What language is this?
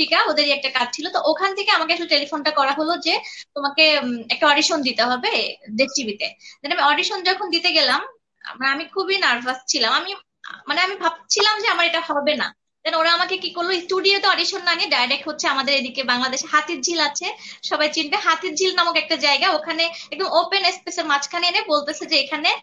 Bangla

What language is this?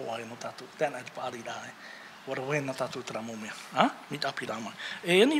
Tahitian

